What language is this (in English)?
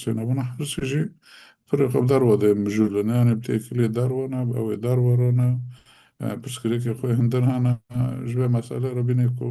Kurdish